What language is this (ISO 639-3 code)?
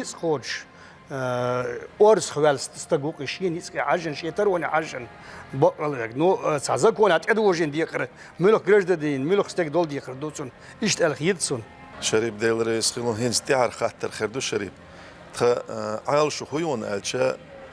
che